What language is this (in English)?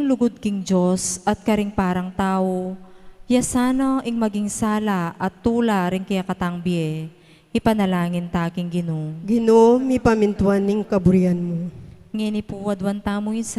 Pampanga